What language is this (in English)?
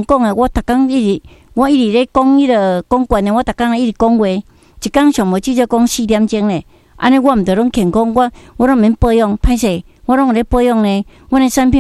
Min Nan Chinese